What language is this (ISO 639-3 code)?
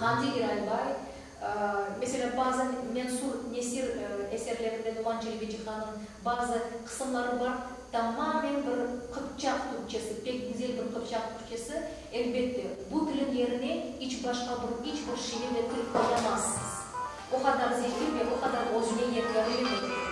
crh